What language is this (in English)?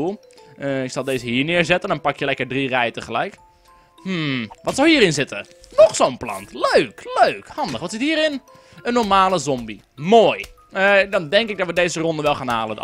Dutch